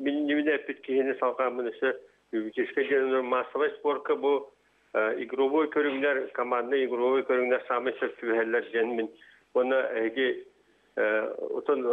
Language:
Yakut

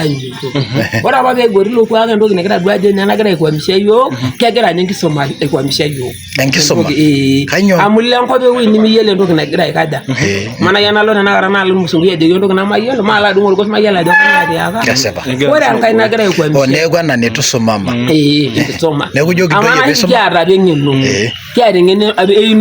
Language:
Masai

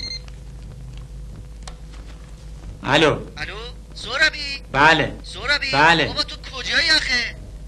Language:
Persian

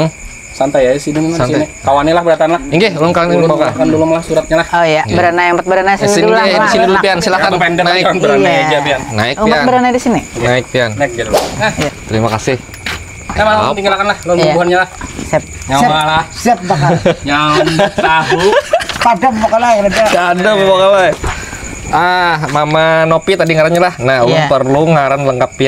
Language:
Banjar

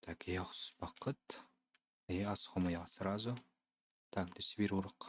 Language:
Yakut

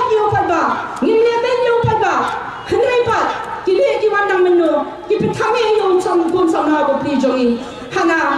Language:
Khasi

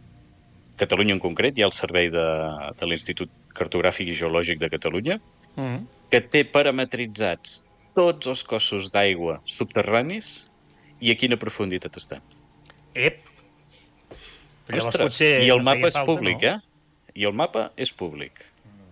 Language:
Catalan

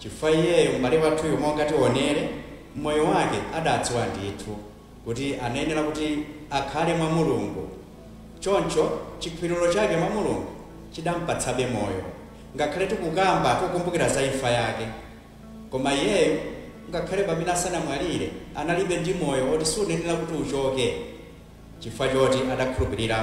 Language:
Nyanja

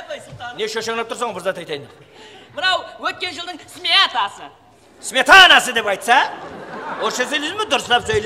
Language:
Kara-Kalpak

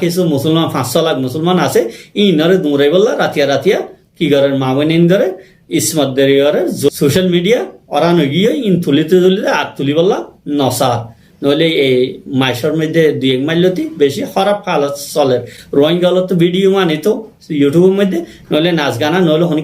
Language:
Rohingya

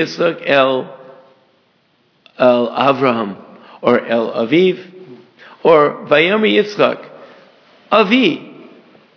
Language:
English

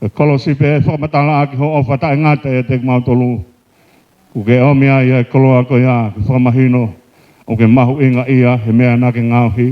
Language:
Tongan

